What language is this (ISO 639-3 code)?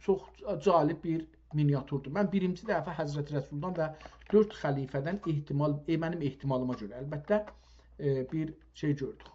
azb